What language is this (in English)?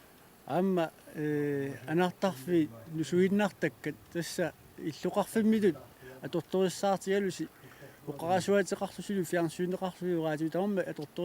Kalaallisut